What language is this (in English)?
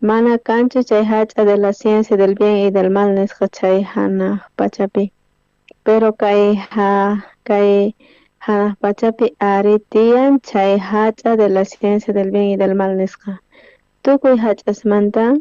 South Bolivian Quechua